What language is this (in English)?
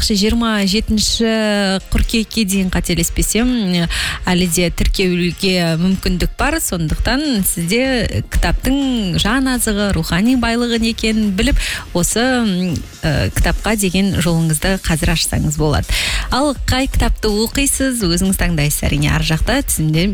Kazakh